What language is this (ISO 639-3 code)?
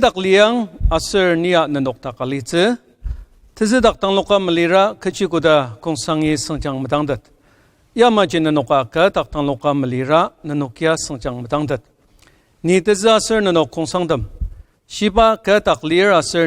njo